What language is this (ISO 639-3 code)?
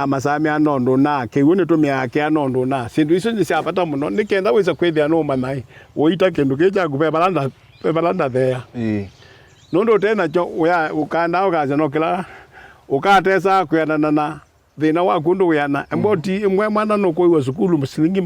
kam